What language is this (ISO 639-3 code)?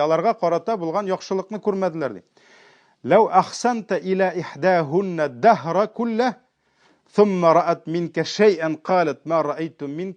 tat